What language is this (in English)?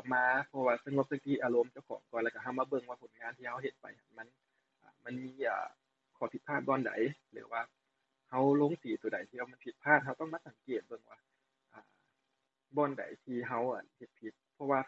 Lao